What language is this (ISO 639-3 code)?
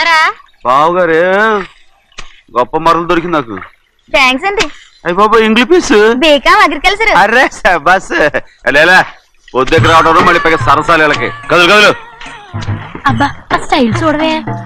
tel